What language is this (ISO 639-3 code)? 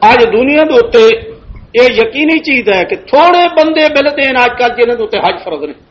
lah